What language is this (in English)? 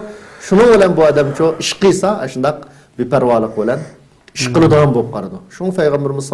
Uyghur